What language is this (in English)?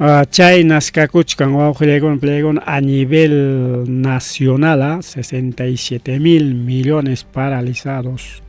Ayacucho Quechua